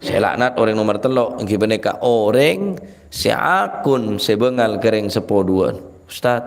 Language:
Madurese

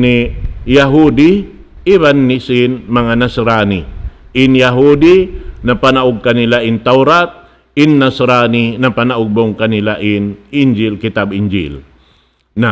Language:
Tausug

